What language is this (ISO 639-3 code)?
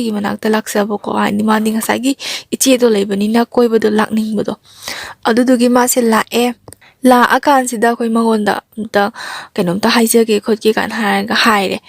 mni